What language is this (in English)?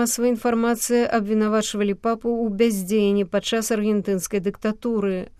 Belarusian